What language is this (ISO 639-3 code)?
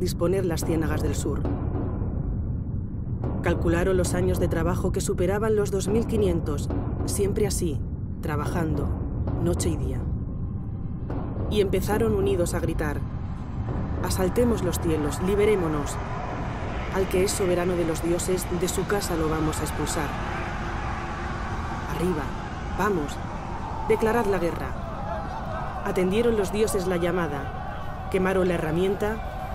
spa